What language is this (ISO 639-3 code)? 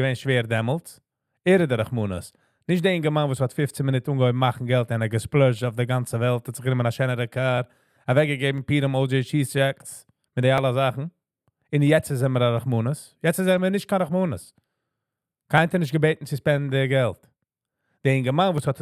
yid